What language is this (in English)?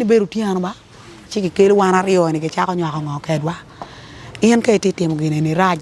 Acoli